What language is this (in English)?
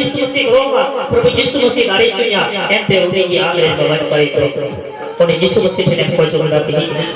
Santali